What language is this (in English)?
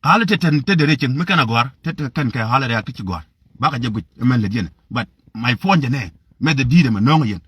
Nuer